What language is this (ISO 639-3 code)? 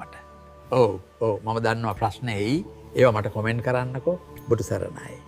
sin